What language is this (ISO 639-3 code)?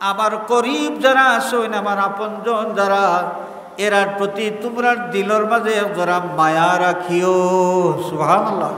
syl